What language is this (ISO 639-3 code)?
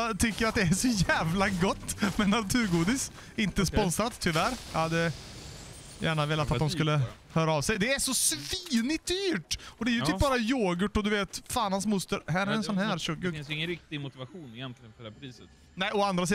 swe